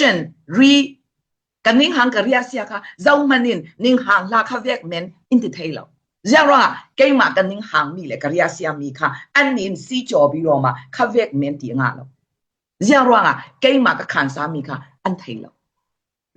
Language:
Falam Chin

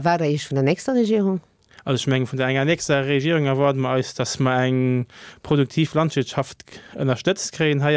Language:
Luxembourgish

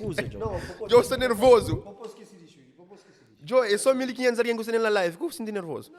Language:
Kabuverdianu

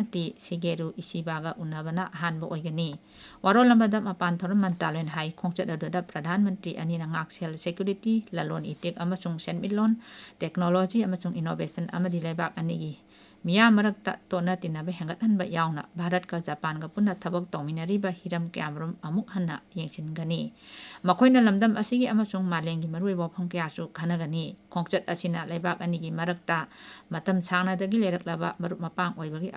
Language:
Manipuri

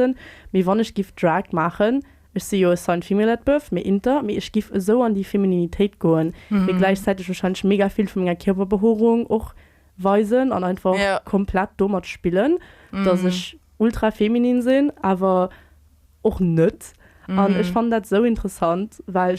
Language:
Luxembourgish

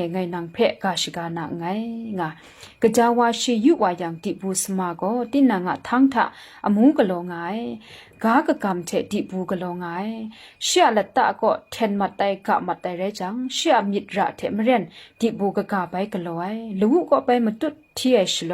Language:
Kachin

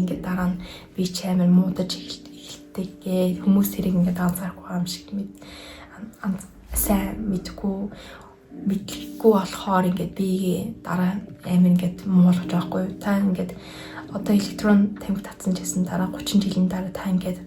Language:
Mongolian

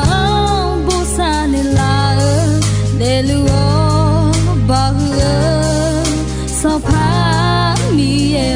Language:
Akha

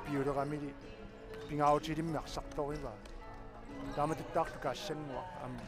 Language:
Kalaallisut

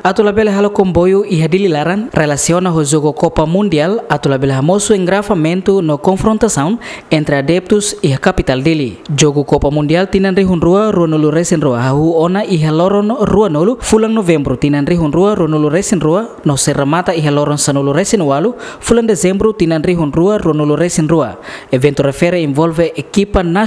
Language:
Tetum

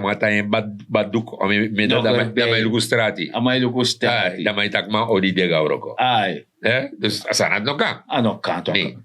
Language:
Sranan Tongo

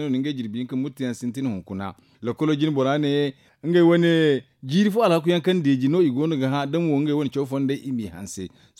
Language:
Zarma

